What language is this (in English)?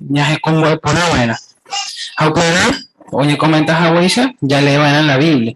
Guarani